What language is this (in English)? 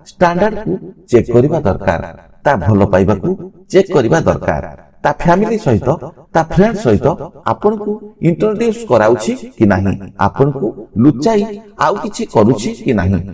Odia